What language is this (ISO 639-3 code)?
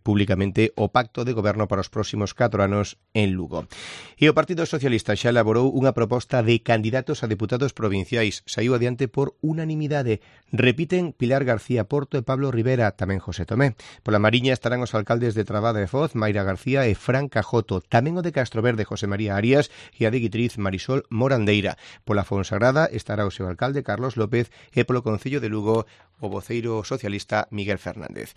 glg